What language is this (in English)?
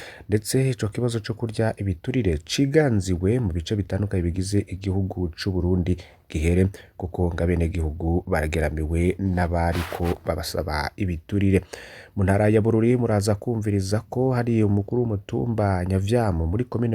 Rundi